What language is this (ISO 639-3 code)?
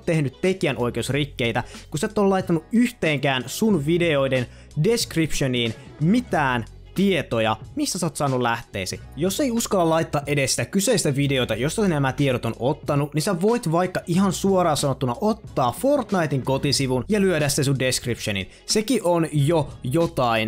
fin